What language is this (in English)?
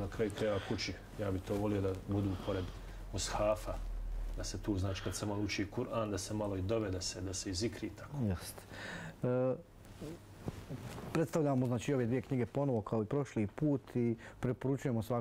Bosnian